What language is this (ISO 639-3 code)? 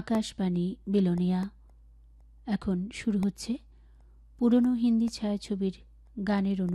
ben